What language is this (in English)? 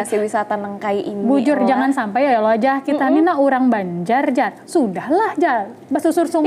Banjar